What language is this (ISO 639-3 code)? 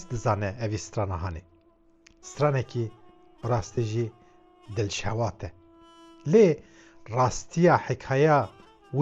kur